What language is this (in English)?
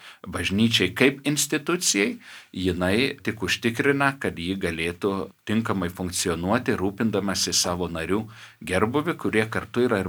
Lithuanian